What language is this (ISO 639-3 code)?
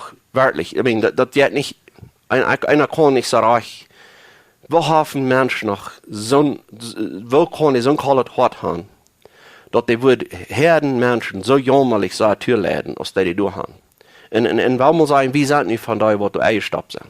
pdt